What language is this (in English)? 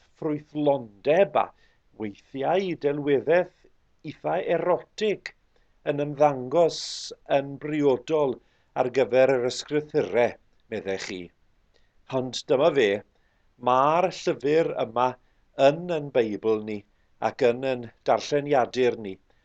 Welsh